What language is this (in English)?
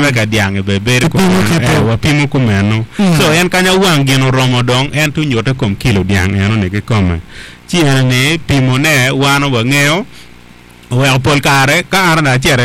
Acoli